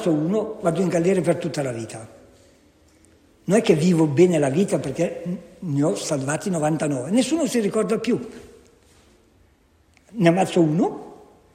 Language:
Italian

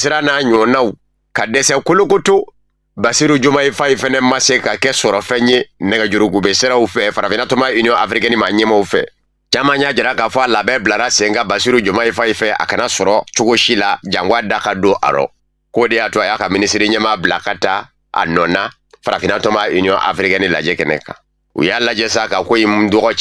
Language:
Bambara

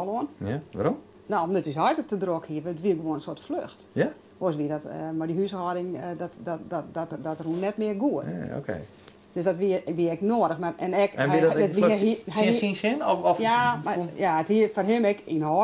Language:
Western Frisian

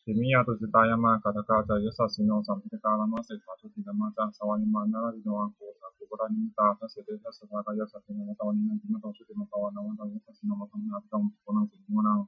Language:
Pali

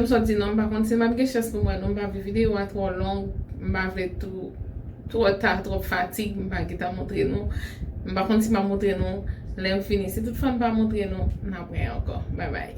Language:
Haitian Creole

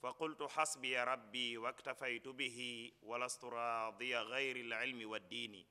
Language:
Wolof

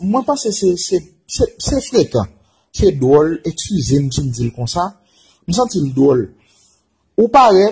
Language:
Haitian Creole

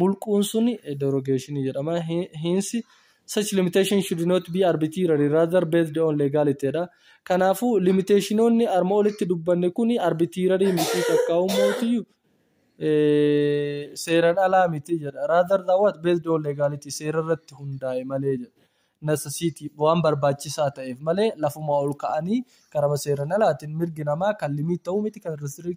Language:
Oromo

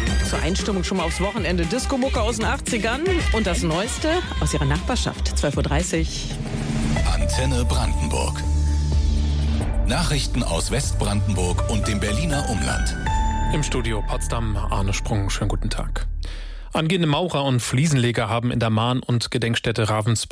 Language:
German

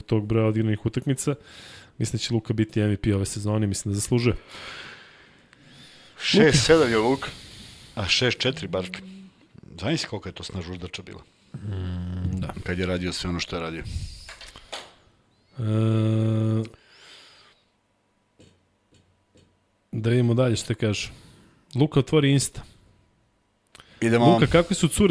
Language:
Serbian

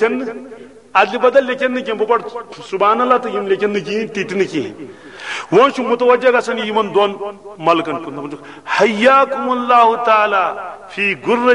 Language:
Kashmiri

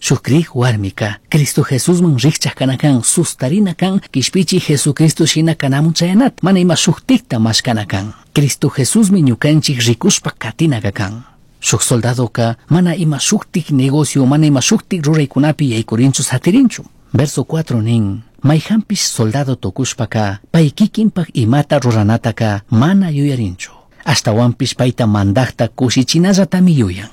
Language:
Chimborazo Highland Quichua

